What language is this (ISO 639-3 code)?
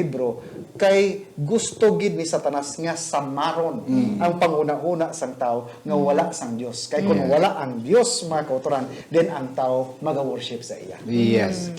hil